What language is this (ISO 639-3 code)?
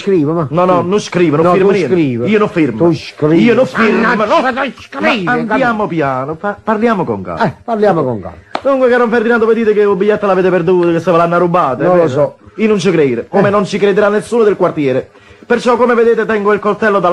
ita